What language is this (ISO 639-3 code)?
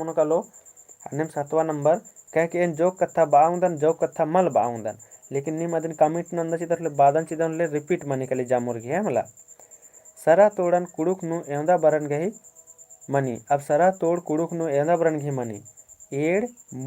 kru